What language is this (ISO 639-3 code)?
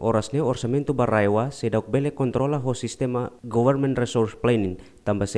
tet